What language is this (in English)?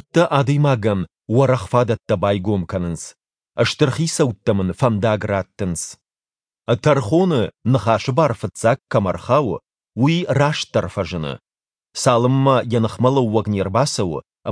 Ossetic